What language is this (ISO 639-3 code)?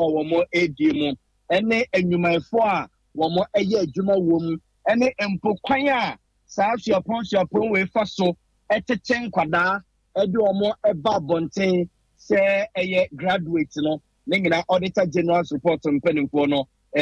aka